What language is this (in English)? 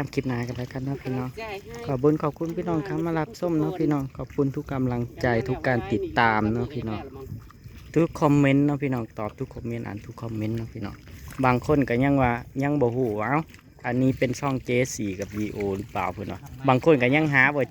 Northeastern Thai